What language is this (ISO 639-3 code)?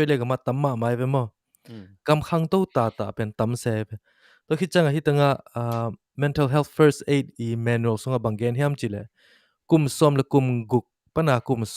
ctd